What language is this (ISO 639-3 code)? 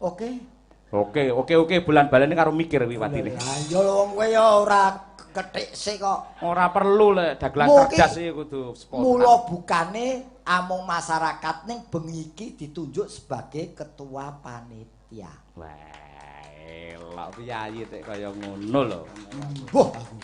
jav